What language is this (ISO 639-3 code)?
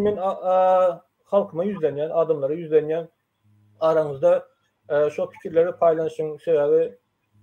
tuk